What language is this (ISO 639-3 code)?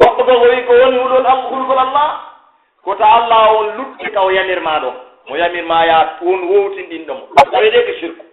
fuf